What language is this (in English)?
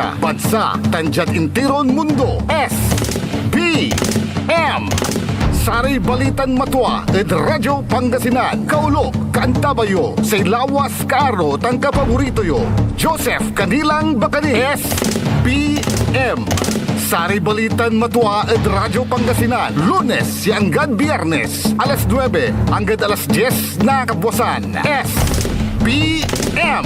Pangasinan